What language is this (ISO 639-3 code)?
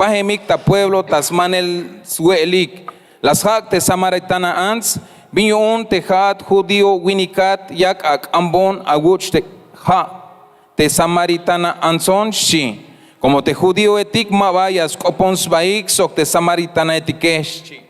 tzh